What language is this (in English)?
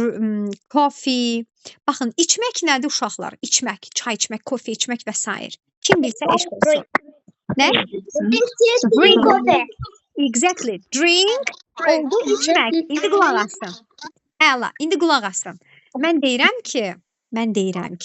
Azerbaijani